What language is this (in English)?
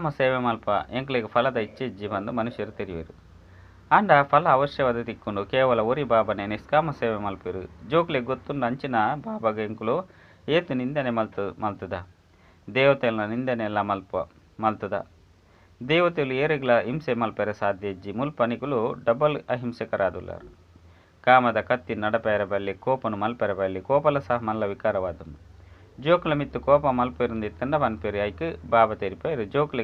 Tulu